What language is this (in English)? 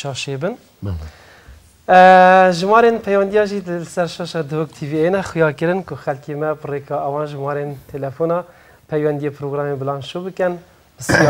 Kurdish